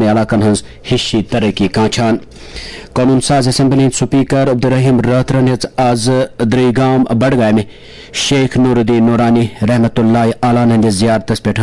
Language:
Kashmiri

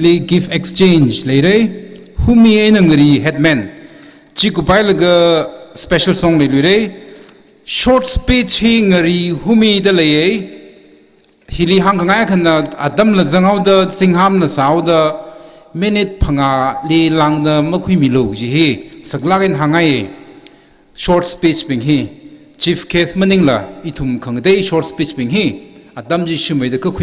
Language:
Tangkhul Naga (India)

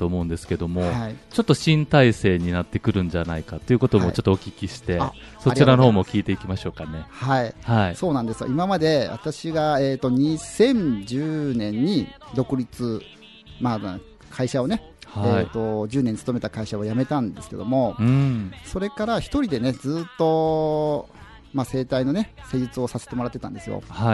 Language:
Japanese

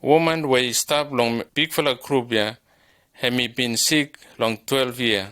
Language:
Bislama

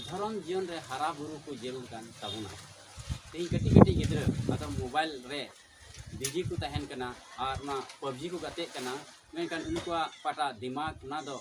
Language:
Santali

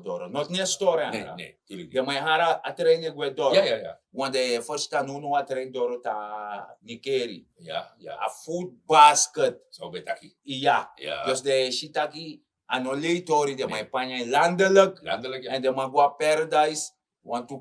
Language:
Sranan Tongo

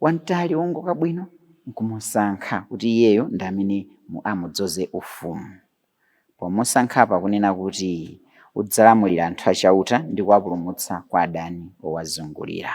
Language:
Nyanja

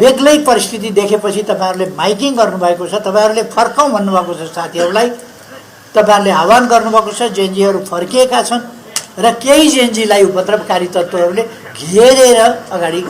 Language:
Nepali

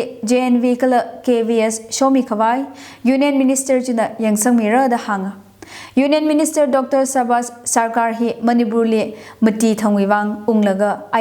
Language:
Tangkhul Naga (India)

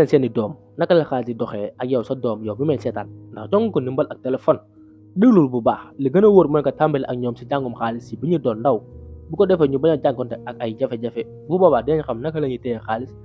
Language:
Wolof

